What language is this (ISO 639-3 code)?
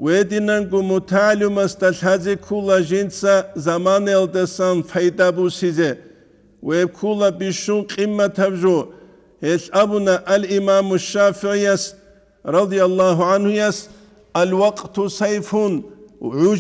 ava